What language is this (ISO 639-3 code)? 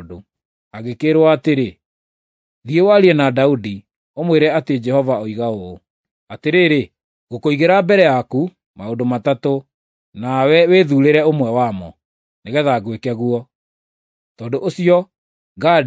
kik